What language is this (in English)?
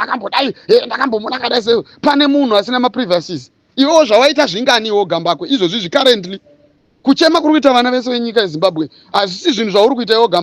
Shona